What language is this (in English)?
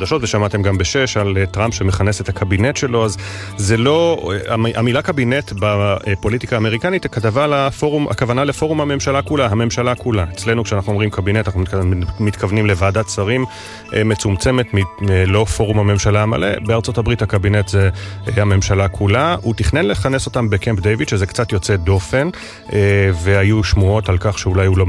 Hebrew